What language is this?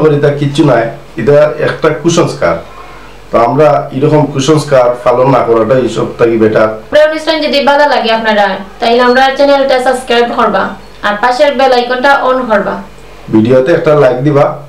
Sylheti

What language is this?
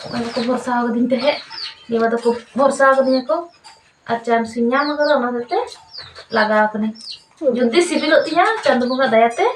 Santali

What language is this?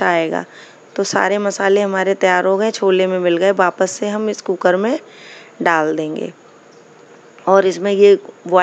Hindi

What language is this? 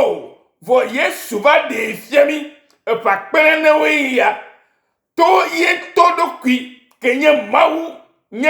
Ewe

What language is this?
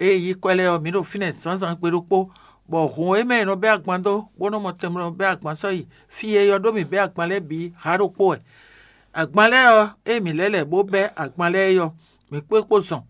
Fon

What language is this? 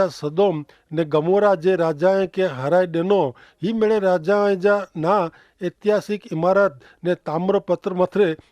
Kachhi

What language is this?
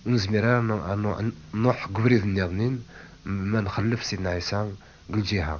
Kabyle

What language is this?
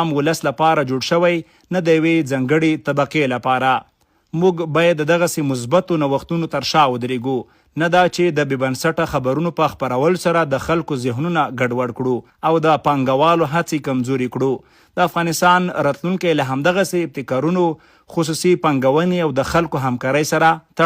Pashto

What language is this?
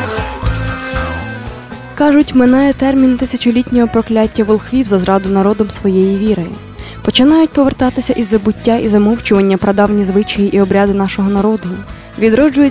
Ukrainian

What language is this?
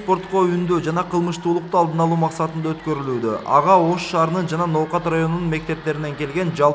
Kyrgyz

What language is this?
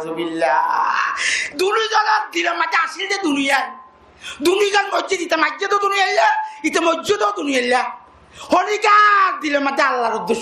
Rohingya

